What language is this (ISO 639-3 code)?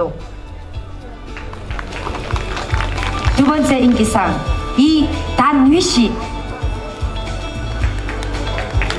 kor